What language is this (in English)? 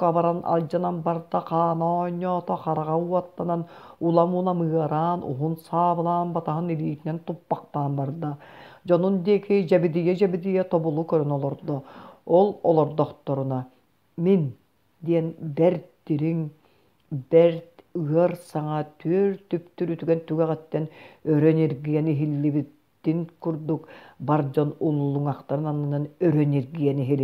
Yakut